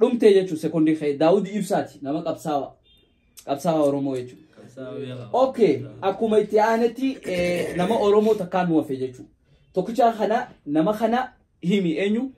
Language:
Oromo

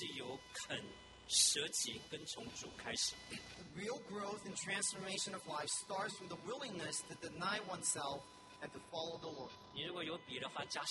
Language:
Chinese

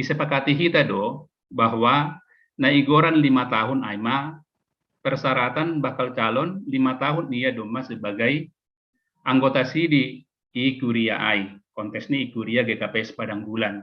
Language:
Batak Simalungun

